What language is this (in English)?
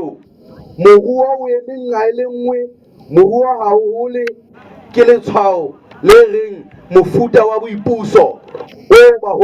Southern Sotho